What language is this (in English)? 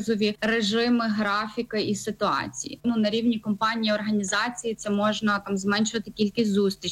Ukrainian